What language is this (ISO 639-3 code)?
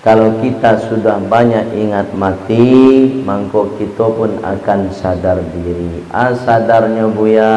min